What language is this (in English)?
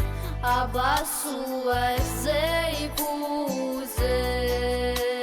Abkhazian